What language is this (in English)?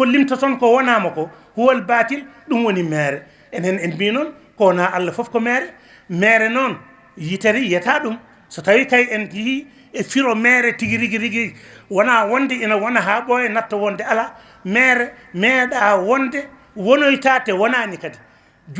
Fula